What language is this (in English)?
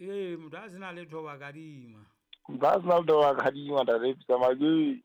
Southern Sotho